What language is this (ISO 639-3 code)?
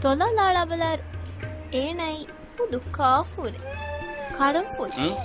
div